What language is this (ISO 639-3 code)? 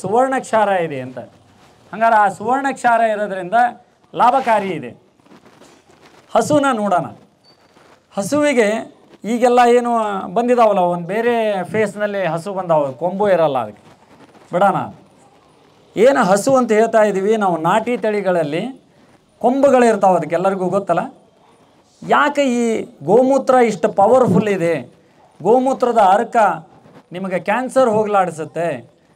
kan